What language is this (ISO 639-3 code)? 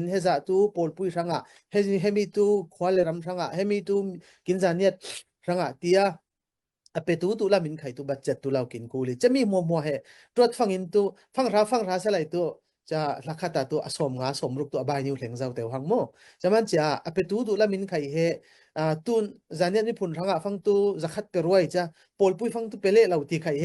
cfm